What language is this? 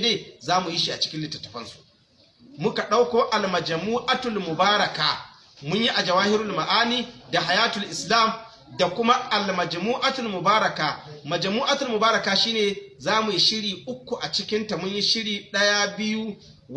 Hausa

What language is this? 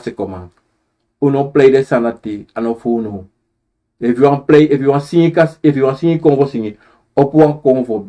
Sranan Tongo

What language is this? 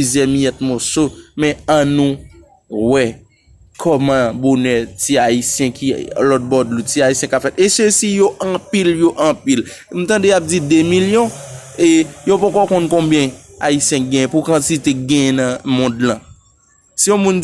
Haitian Creole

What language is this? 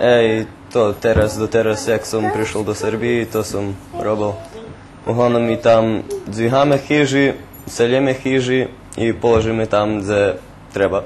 Rusyn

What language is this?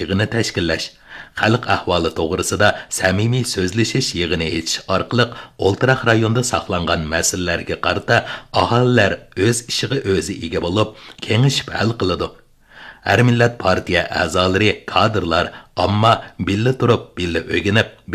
Uyghur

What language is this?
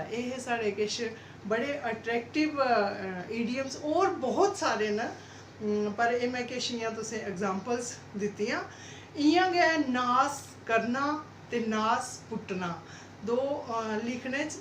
Dogri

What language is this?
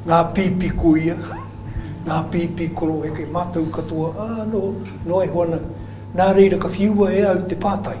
Māori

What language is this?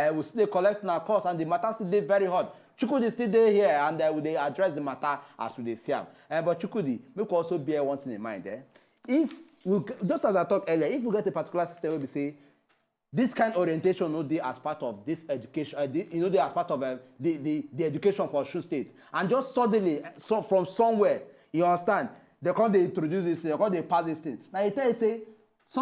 Nigerian Pidgin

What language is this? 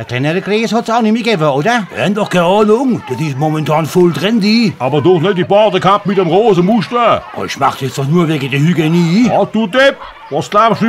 Palatine German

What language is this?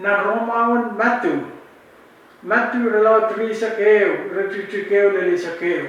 Pohnpeian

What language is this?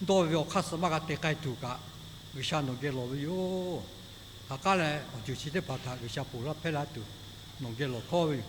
Lahu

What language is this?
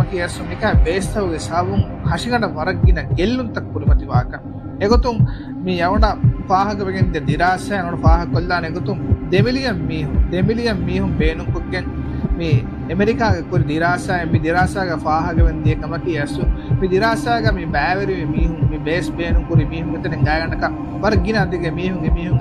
Divehi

